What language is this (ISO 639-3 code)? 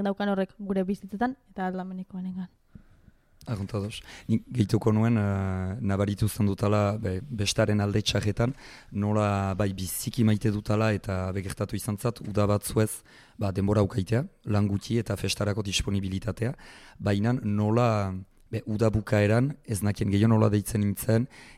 eus